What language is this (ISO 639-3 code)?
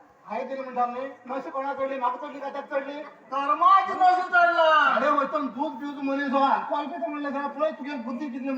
kok